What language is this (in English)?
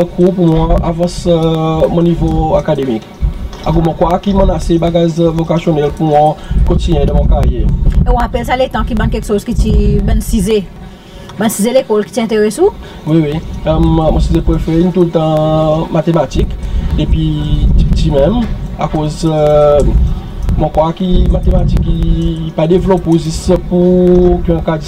Seselwa Creole French